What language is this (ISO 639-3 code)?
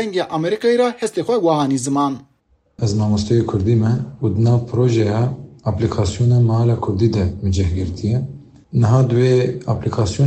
kur